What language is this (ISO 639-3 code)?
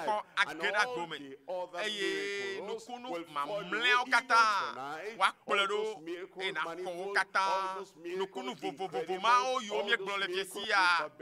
ewe